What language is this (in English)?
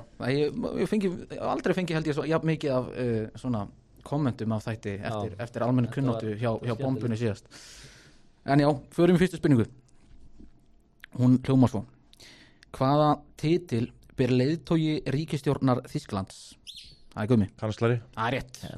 Icelandic